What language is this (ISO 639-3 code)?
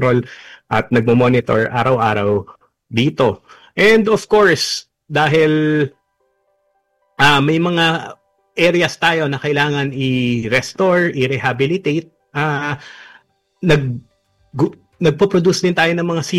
fil